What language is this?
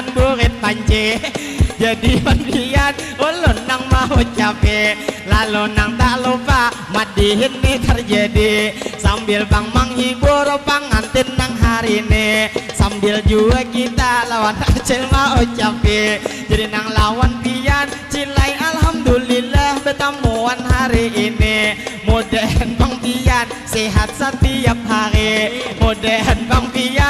Banjar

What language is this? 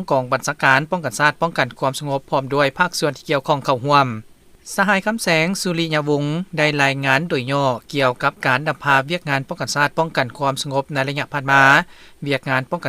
Lao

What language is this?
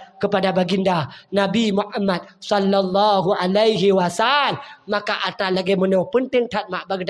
Achinese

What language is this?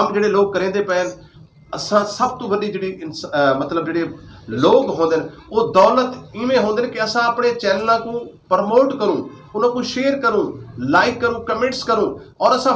Saraiki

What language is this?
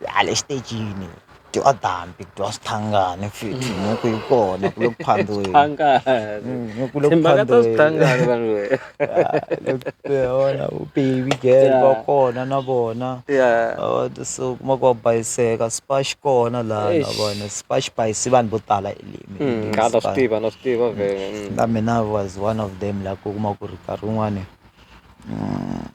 Tsonga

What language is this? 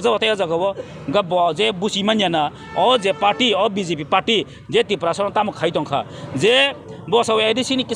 Kok Borok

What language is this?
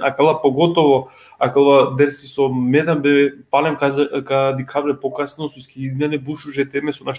Balkan Romani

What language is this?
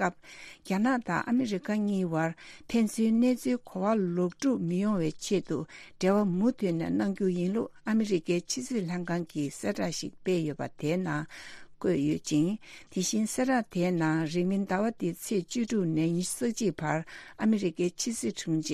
Tibetan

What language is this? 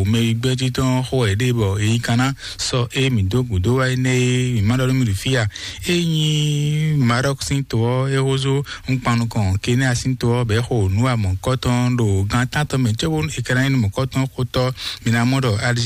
Fon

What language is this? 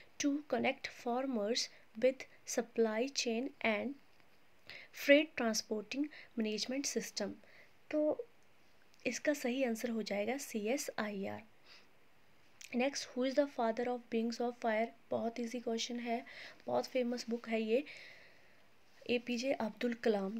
Hindi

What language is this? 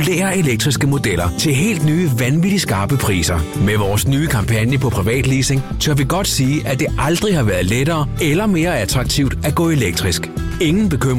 Danish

